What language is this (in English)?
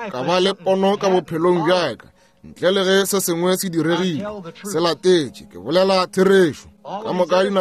Northern Sotho